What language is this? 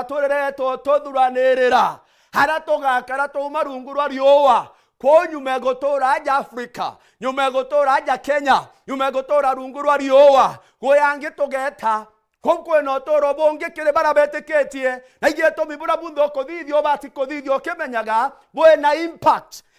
Meru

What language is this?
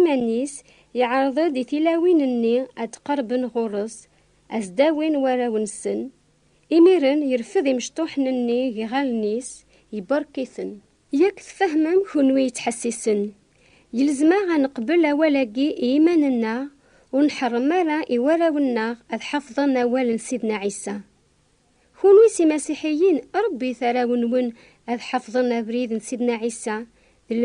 Kabyle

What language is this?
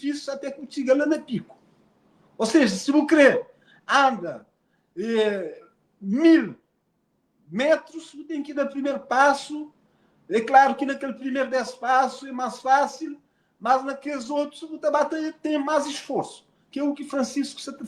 Kabuverdianu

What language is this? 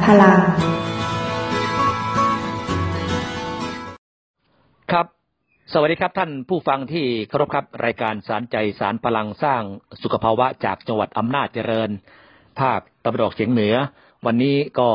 Thai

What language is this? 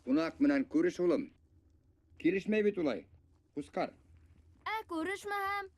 Bashkir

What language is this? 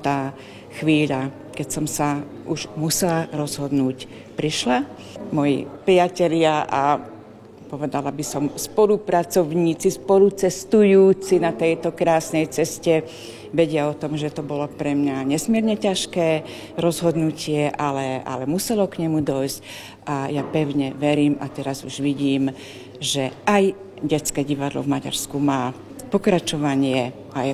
Slovak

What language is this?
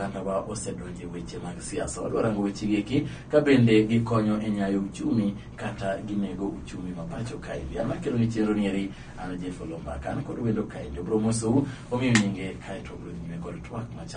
Luo (Kenya and Tanzania)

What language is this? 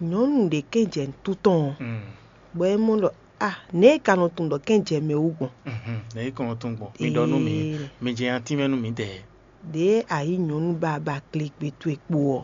Fon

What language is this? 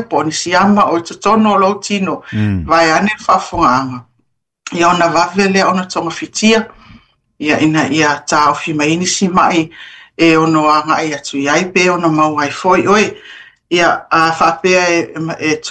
Samoan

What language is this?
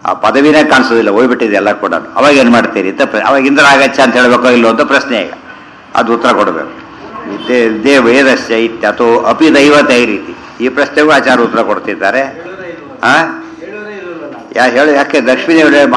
Kannada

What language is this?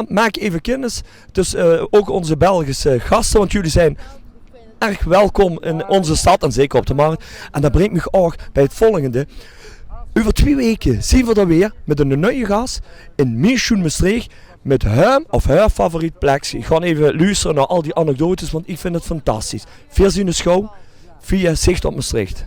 Limburgish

